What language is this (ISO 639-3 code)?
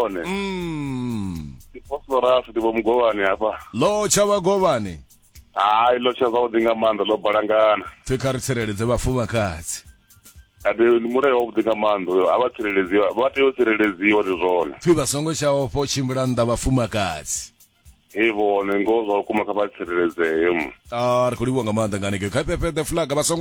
ven